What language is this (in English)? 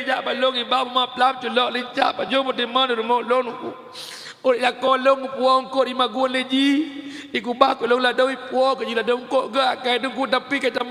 Achinese